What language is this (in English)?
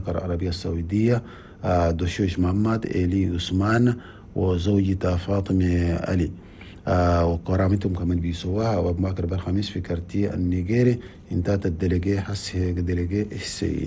Chadian Arabic